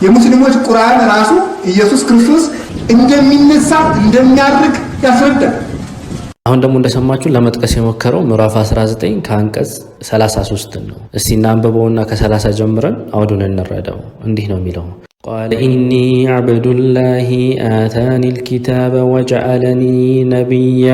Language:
Amharic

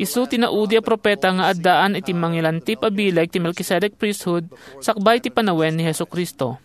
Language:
Iloko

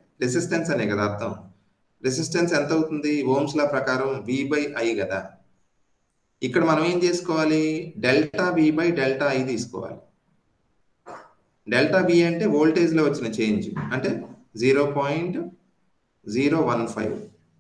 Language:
Telugu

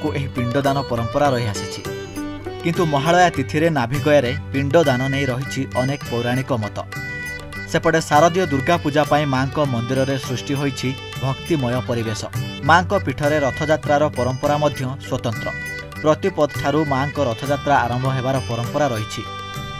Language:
Odia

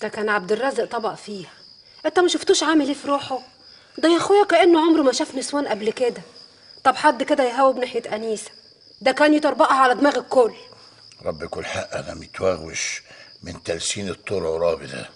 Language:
Egyptian Arabic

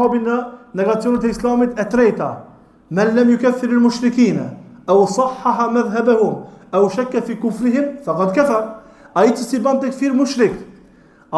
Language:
Albanian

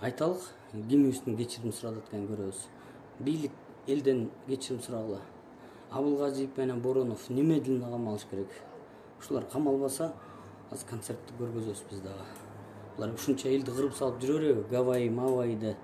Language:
Kyrgyz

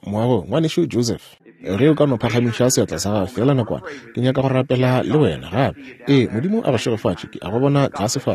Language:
Northern Sotho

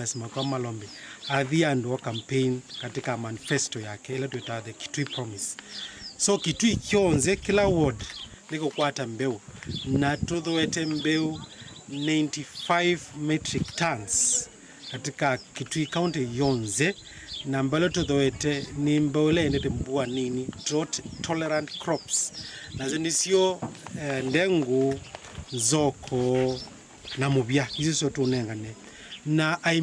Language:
Kamba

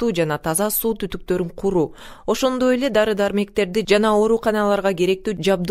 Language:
Kyrgyz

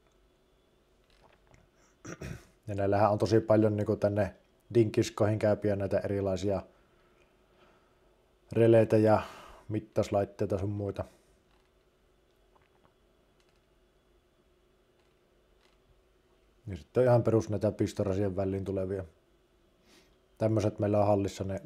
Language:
Finnish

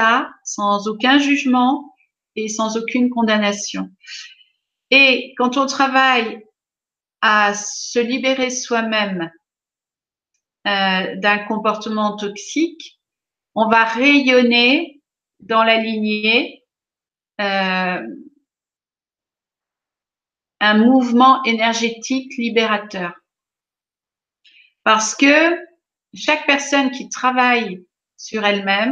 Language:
French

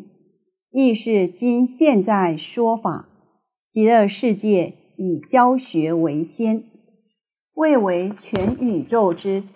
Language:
Chinese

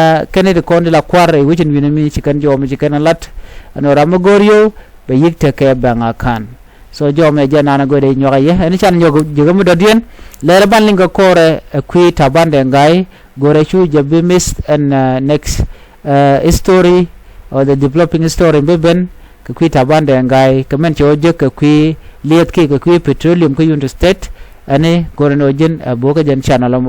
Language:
Nuer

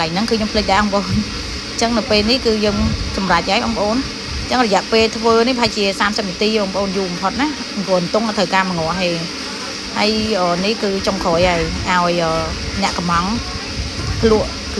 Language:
Khmer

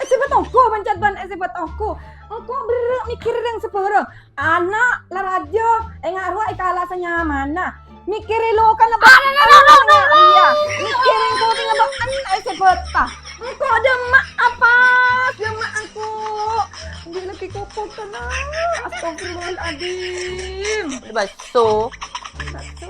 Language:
Madurese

